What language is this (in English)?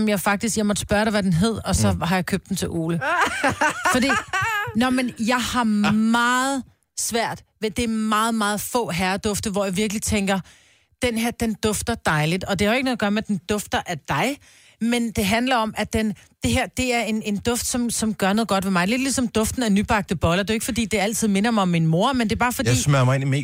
Danish